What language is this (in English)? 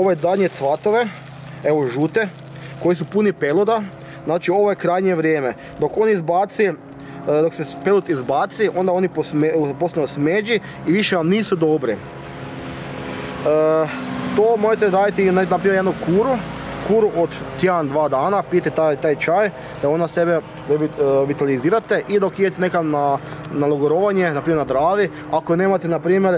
Croatian